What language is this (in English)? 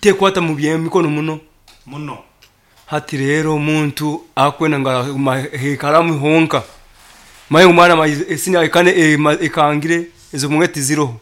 Nyankole